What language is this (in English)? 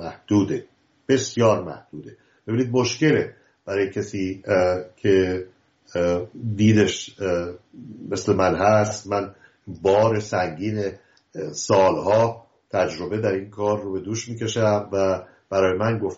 Persian